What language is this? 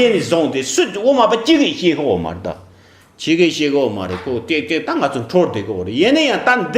Tibetan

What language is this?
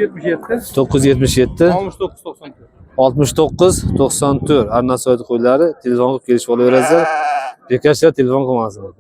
Uzbek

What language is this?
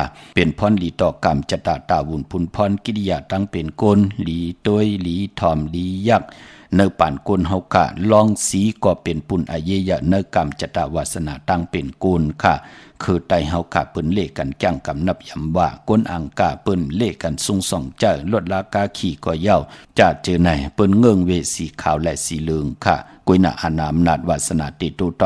Shan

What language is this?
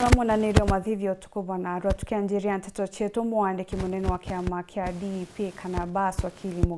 Meru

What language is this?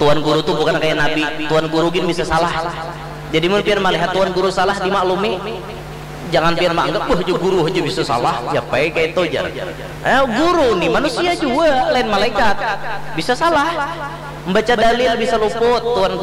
Banjar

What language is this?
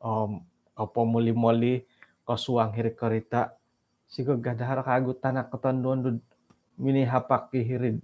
Central Dusun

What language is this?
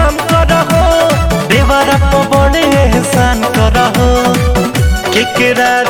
Bhojpuri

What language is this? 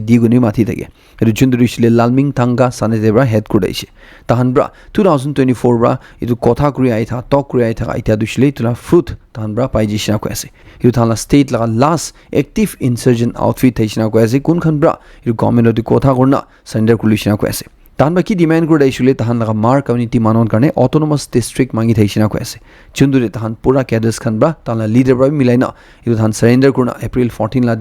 Naga Pidgin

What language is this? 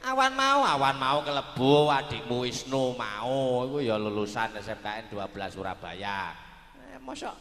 Javanese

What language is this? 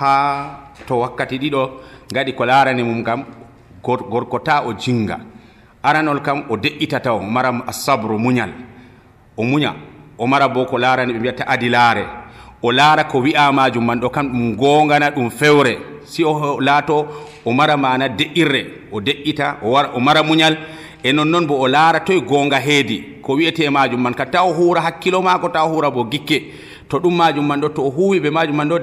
Nigerian Fulfulde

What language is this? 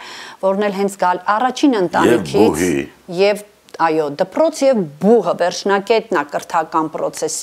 Armenian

